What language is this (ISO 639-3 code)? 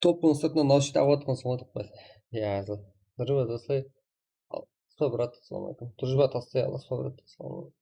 kaa